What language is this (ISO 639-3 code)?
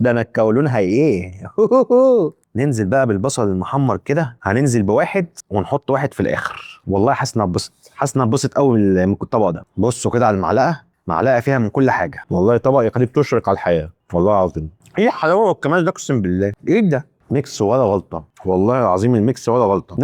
arz